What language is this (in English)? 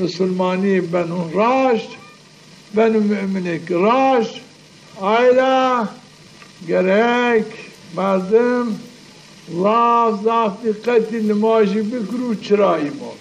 Zaza